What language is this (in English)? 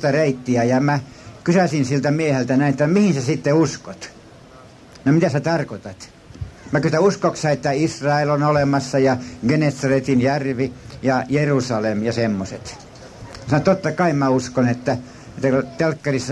Finnish